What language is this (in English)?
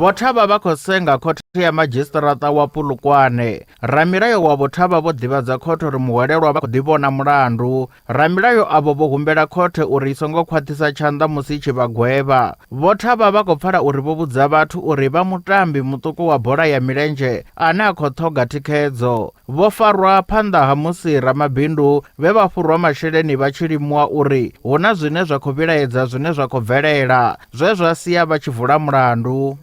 Venda